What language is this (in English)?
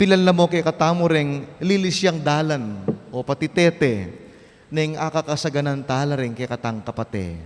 Pampanga